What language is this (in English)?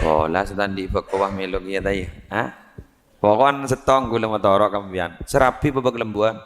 Madurese